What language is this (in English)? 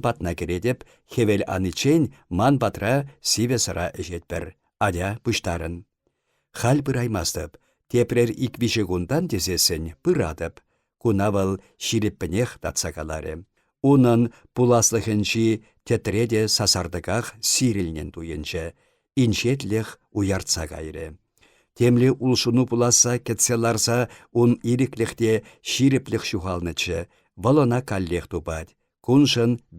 Chuvash